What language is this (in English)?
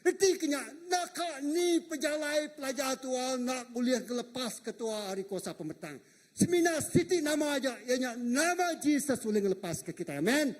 Iban